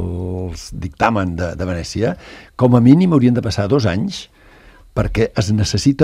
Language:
Catalan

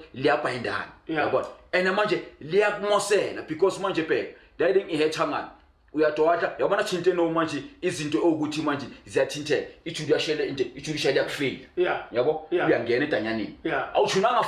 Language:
Zulu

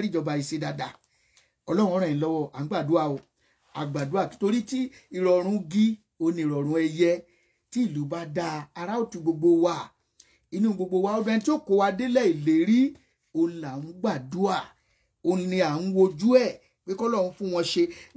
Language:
Yoruba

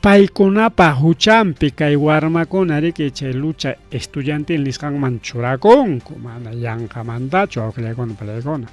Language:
Ayacucho Quechua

